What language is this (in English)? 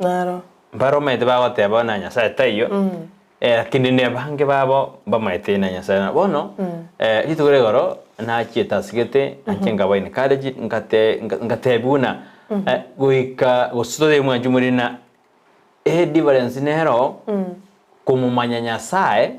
Gusii